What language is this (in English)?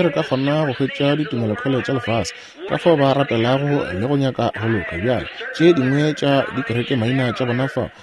Northern Sotho